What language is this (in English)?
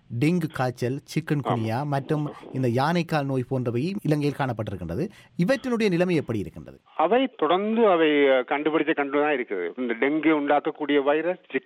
Tamil